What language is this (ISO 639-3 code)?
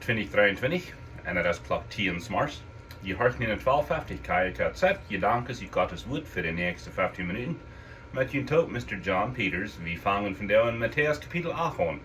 pdt